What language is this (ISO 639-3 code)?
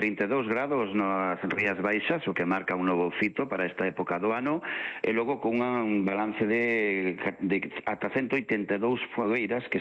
glg